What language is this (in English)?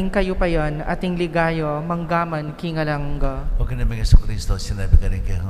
Pampanga